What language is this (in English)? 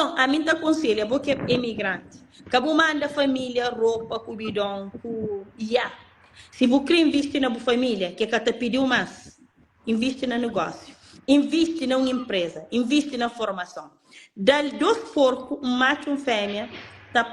Kabuverdianu